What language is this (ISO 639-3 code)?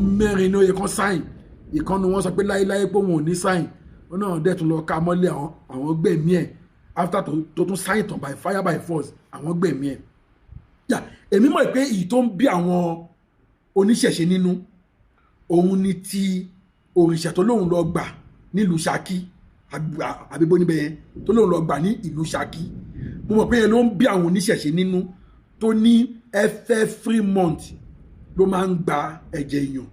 yor